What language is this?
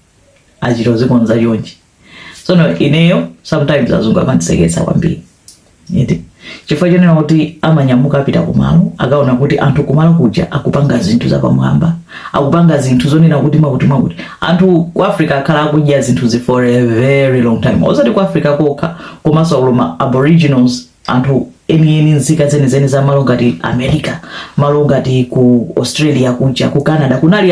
Nyanja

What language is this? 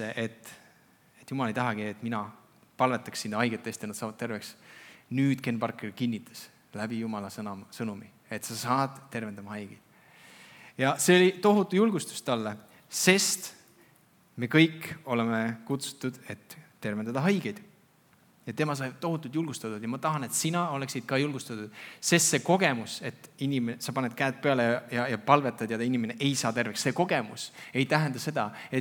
Estonian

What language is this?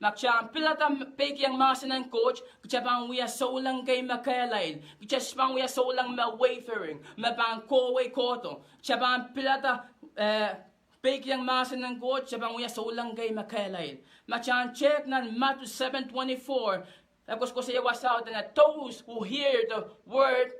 Pohnpeian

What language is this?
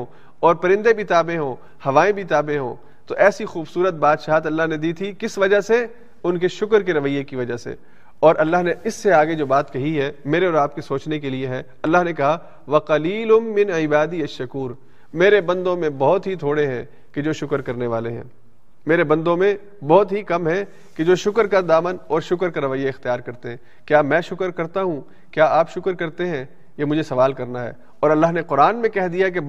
Urdu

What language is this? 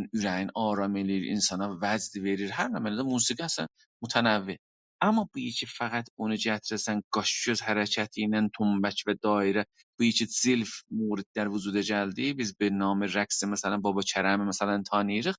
South Azerbaijani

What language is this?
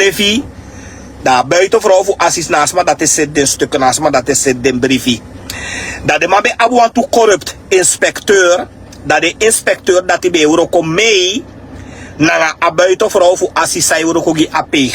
Sranan Tongo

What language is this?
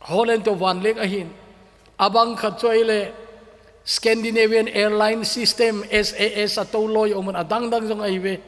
Thado Chin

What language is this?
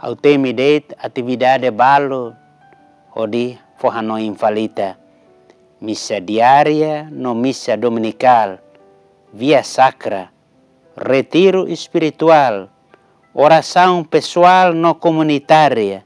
Tetum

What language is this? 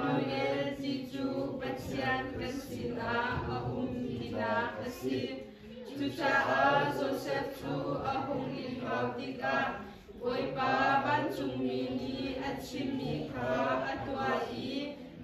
Hakha Chin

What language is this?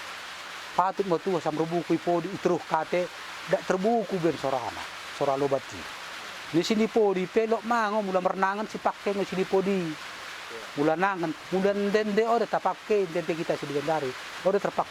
Batak Dairi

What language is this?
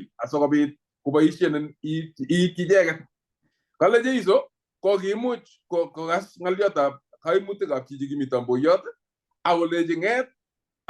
Kalenjin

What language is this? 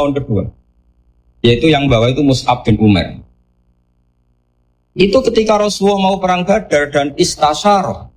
Indonesian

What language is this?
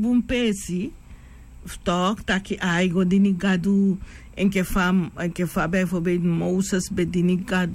Sranan Tongo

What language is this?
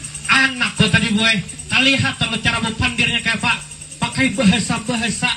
Banjar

